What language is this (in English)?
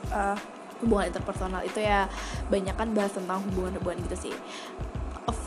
Indonesian